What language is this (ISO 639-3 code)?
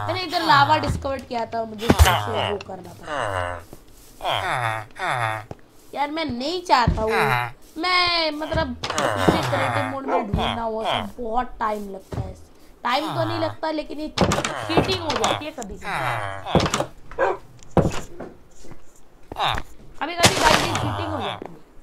hin